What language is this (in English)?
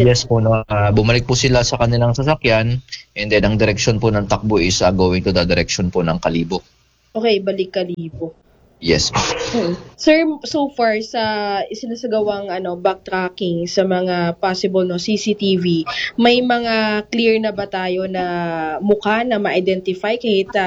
Filipino